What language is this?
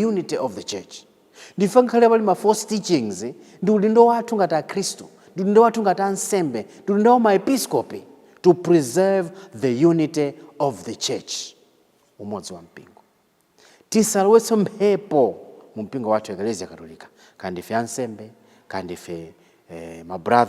Nyanja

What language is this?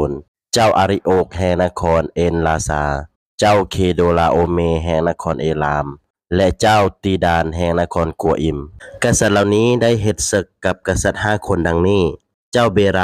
Lao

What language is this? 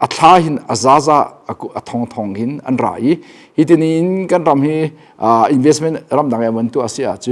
Hakha Chin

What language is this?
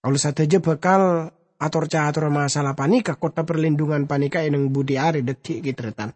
Madurese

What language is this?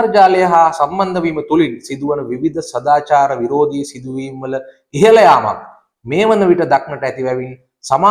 Sinhala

